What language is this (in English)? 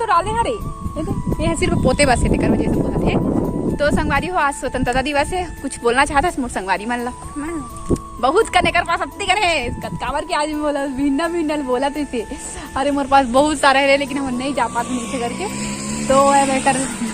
Chhattisgarhi